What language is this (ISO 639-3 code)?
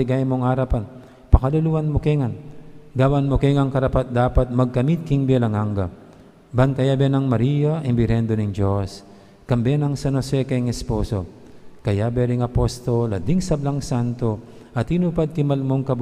pam